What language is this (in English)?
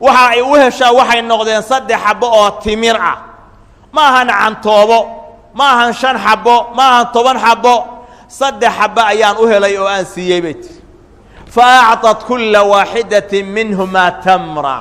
Somali